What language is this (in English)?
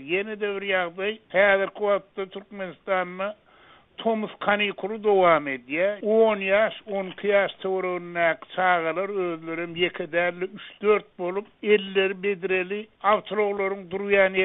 Turkmen